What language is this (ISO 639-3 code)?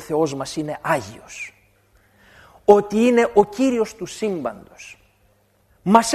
ell